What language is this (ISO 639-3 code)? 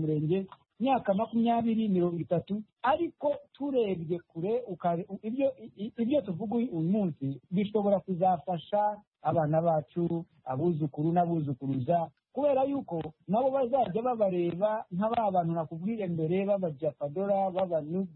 kin